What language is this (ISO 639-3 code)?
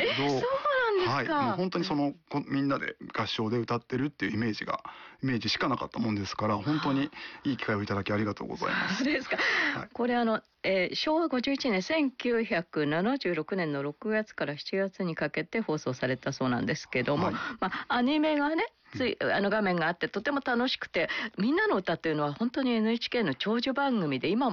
jpn